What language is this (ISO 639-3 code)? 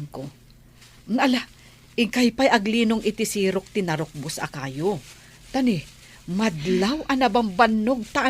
ilo